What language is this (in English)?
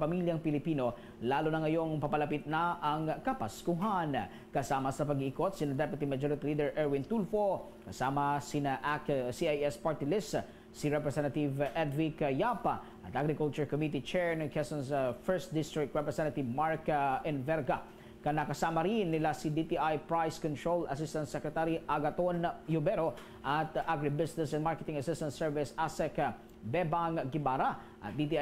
Hiligaynon